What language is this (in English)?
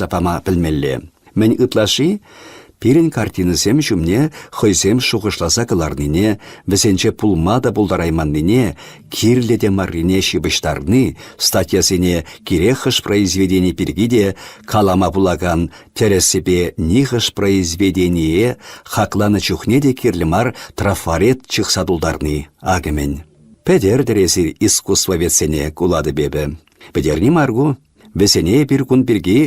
Chuvash